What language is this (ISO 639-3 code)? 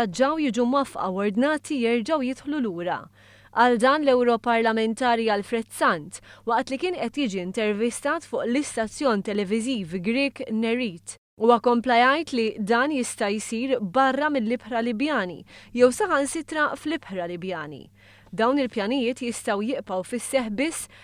mlt